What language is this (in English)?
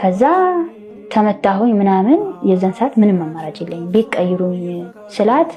Amharic